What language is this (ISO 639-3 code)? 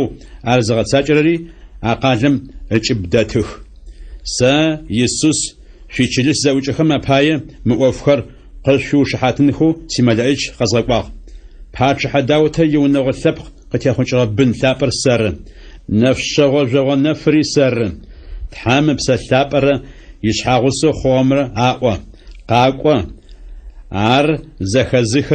ady